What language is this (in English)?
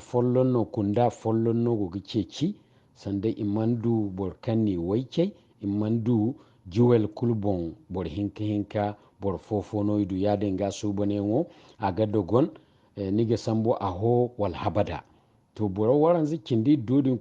Zarma